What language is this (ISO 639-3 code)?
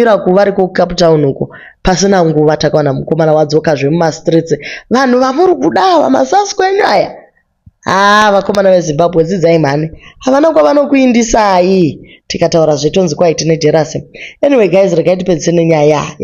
sna